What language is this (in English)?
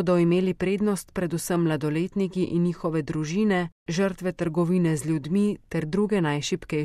Slovenian